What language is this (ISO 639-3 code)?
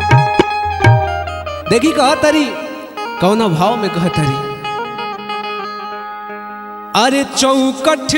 bho